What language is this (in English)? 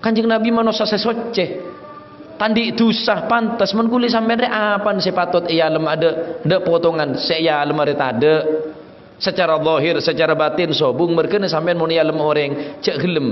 Madurese